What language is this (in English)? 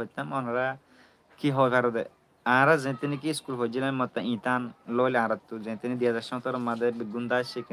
Rohingya